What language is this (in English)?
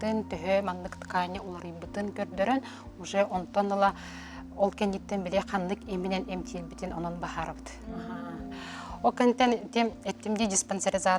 Yakut